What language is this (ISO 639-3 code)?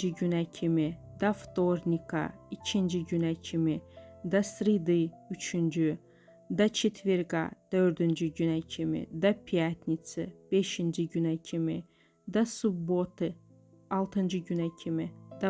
aze